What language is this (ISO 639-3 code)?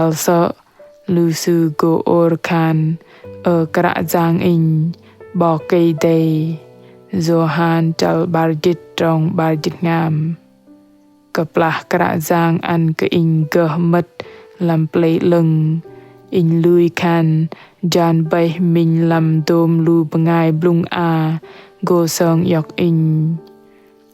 bdq